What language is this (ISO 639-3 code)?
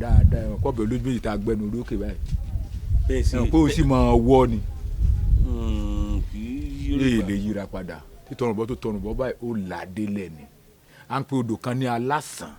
yor